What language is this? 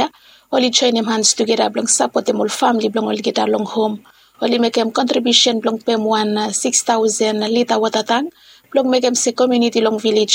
Bislama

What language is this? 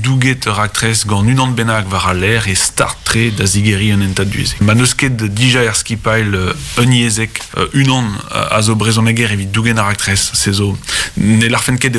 Breton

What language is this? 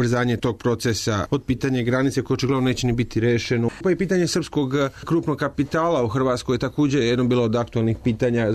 Serbian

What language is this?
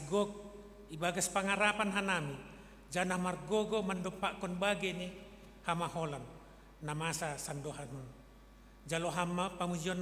Batak Simalungun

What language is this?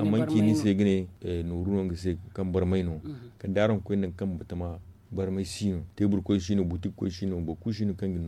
Zarma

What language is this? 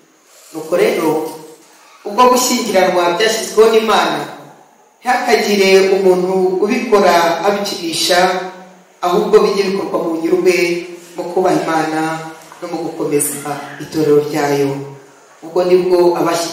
Kinyarwanda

